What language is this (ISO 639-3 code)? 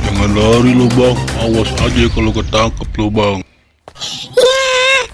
bew